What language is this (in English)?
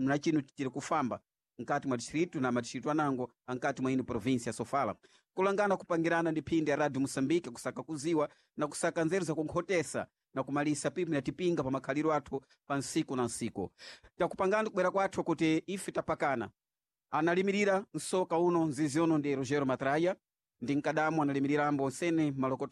Sena